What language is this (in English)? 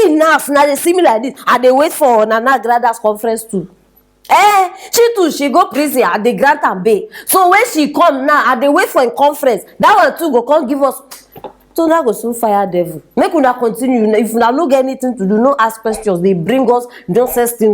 Nigerian Pidgin